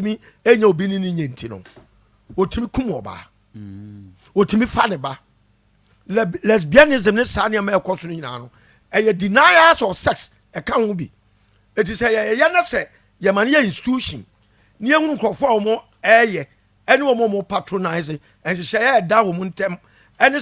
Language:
Akan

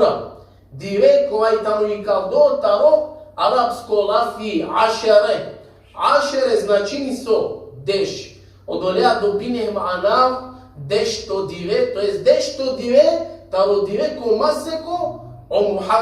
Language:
Balkan Romani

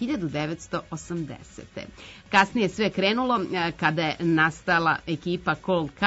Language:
Serbian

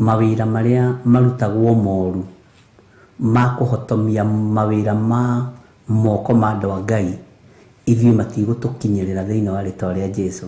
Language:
Kikuyu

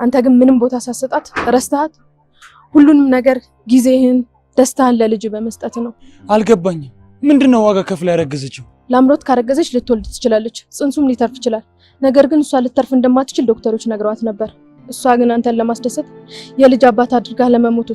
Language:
Amharic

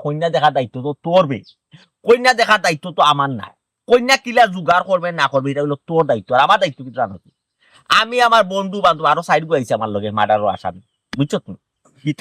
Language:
Sylheti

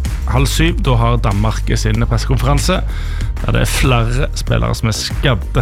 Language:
Norwegian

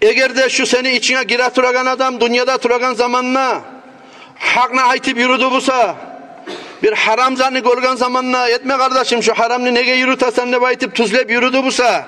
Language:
Kumyk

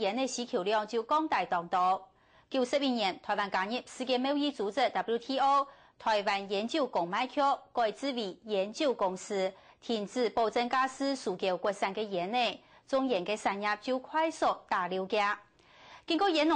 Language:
Hakka Chinese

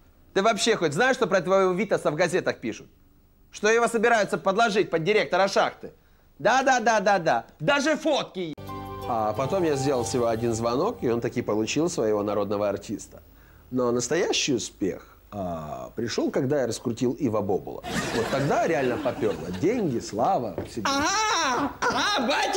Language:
Russian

